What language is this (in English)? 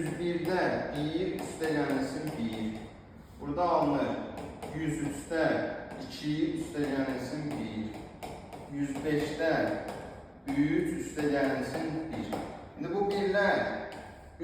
Azerbaijani